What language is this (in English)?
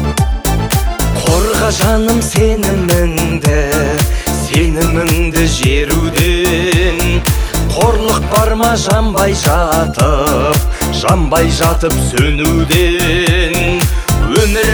Kazakh